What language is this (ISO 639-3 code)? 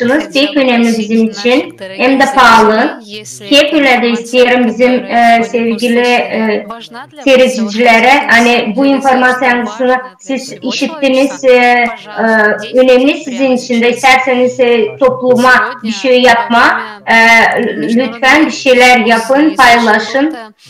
gag